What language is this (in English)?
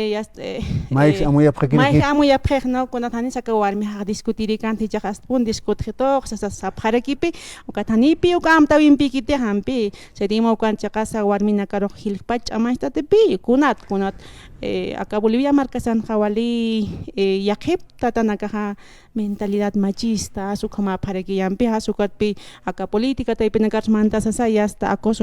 Aymara